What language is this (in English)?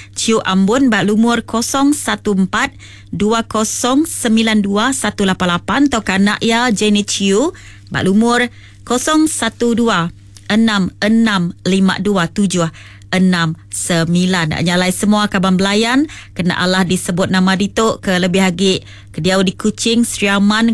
Iban